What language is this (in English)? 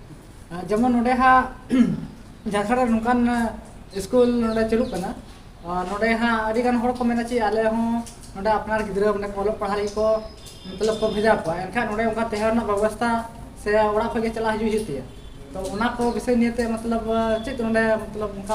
Santali